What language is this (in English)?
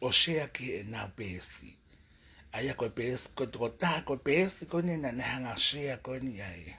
Tongan